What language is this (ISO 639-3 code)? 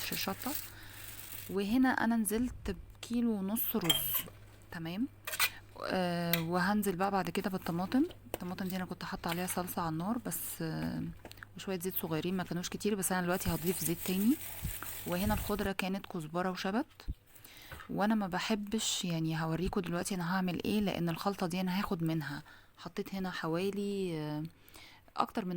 arz